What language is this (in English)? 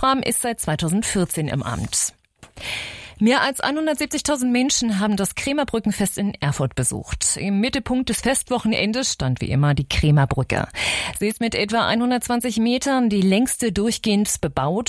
German